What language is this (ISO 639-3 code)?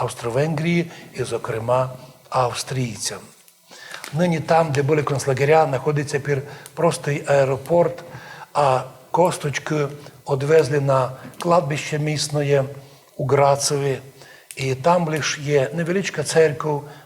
rue